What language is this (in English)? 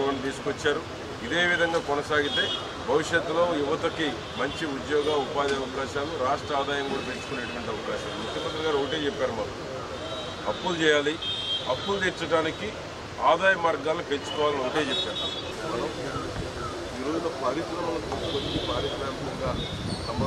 Telugu